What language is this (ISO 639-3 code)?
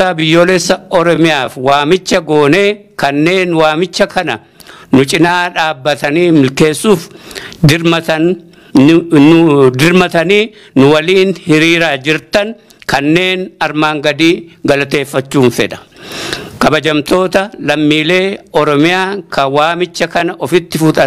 orm